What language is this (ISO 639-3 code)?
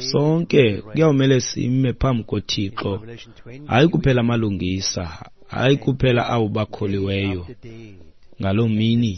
xho